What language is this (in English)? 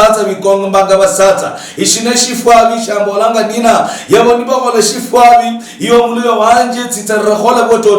Luyia